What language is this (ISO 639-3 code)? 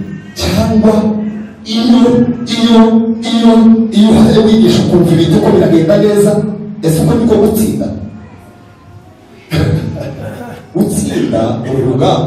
kin